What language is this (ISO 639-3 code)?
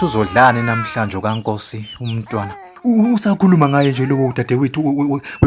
zul